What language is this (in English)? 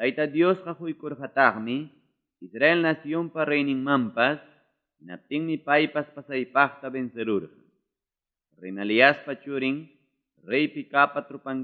Ayacucho Quechua